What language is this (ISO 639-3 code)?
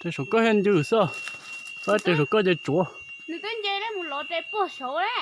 hmn